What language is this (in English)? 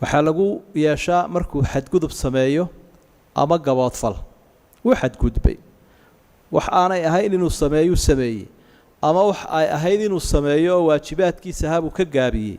Somali